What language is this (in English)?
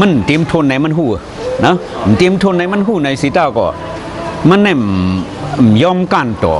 Shan